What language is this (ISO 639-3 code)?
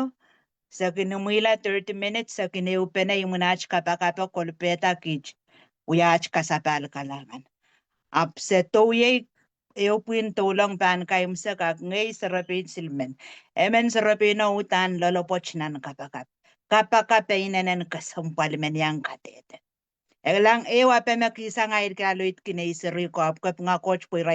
pon